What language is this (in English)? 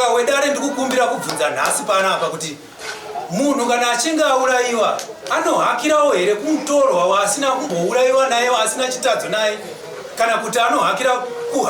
Shona